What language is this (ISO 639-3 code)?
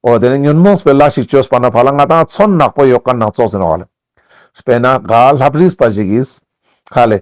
lbj